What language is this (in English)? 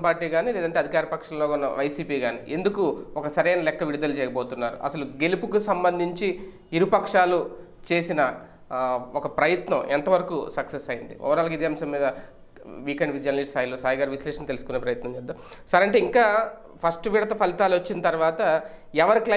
Telugu